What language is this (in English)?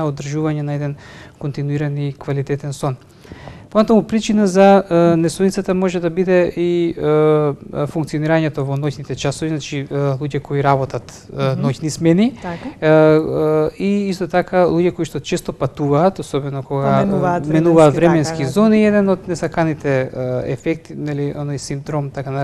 Macedonian